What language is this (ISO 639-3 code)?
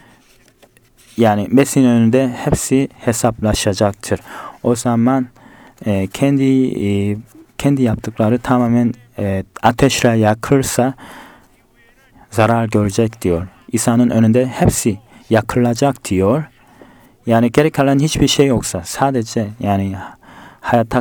tur